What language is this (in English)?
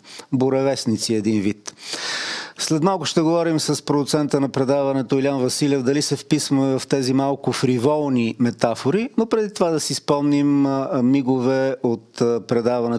Bulgarian